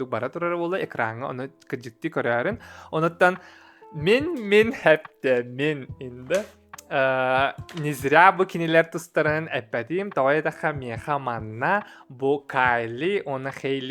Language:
Yakut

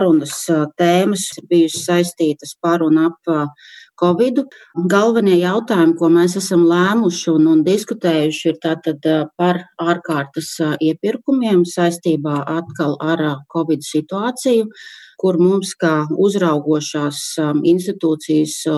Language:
Latvian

